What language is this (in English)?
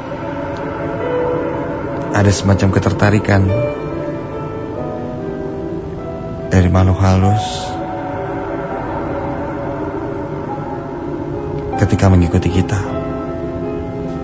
Indonesian